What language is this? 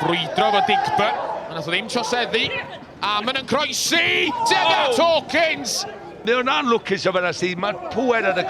Welsh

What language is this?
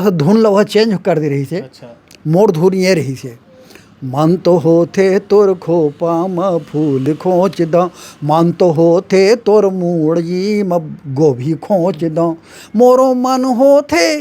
Chhattisgarhi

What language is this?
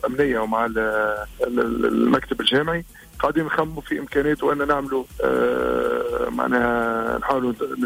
Tunisian Arabic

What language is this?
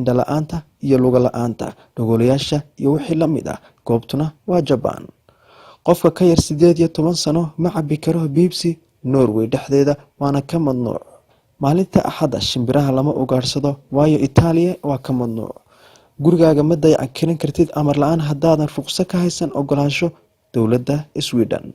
Somali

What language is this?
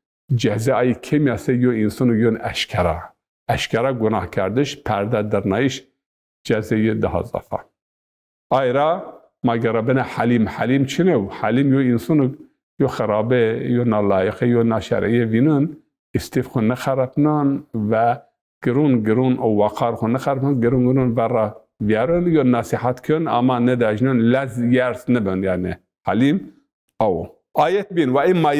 Zaza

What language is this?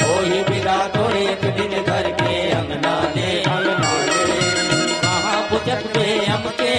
Chhattisgarhi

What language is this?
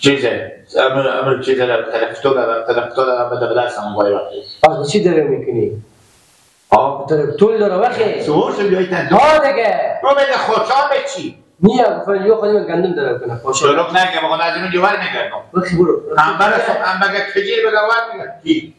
Persian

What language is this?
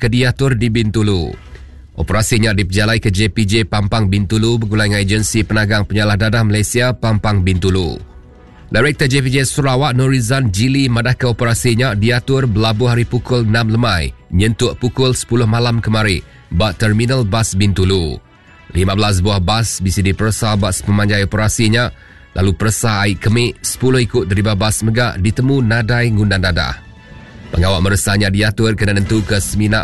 Iban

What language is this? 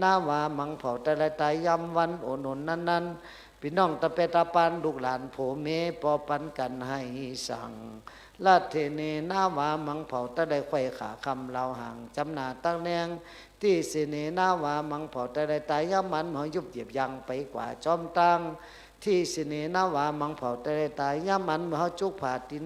Shan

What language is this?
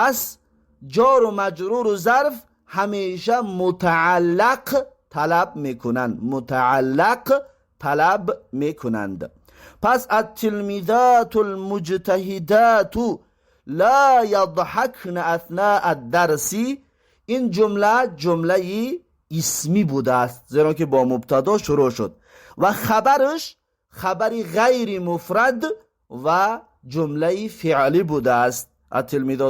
Tajik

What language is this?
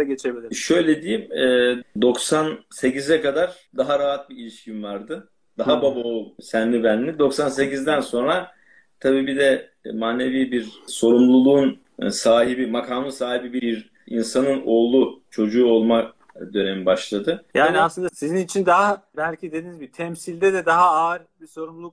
Turkish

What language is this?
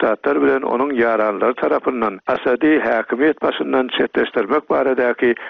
Turkmen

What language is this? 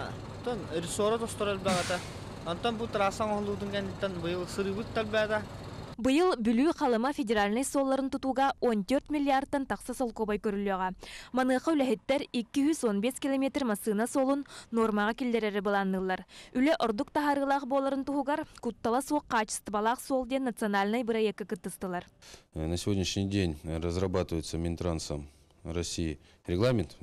Yakut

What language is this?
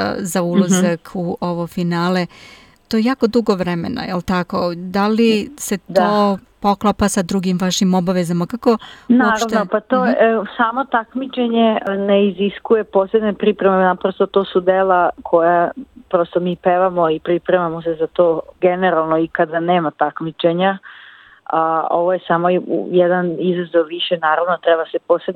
Serbian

